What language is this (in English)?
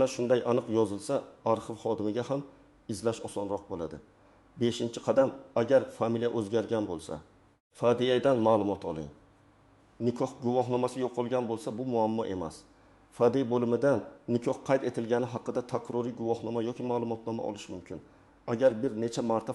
Uzbek